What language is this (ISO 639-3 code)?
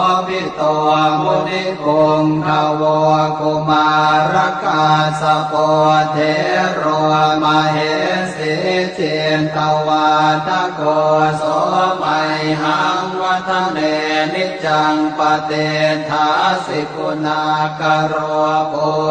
pli